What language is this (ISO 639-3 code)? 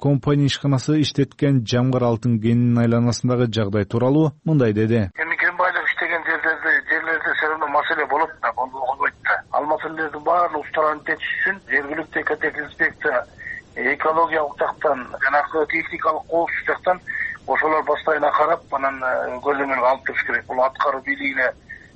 kir